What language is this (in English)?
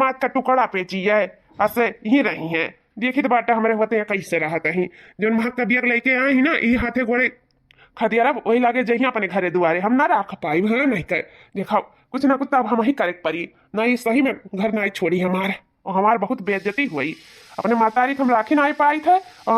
Awadhi